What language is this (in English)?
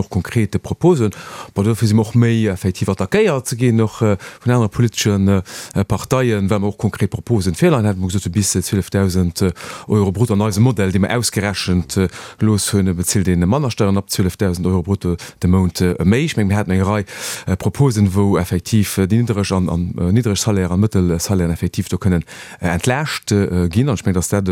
Luxembourgish